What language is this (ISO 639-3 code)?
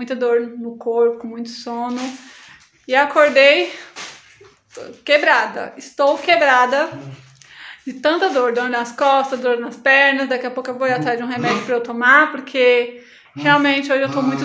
por